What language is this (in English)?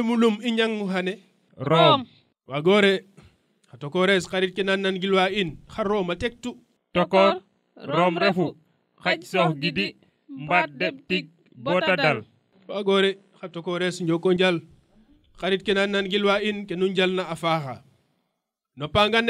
Serer